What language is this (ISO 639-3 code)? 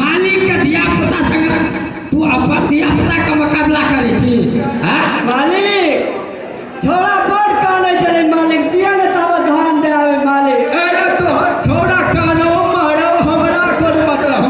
mai